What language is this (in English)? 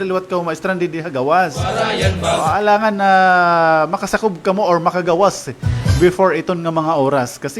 Waray